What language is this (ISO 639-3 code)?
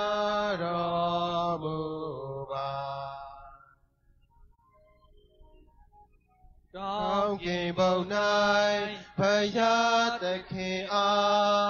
mya